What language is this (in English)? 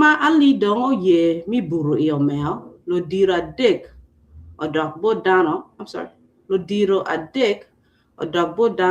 Acoli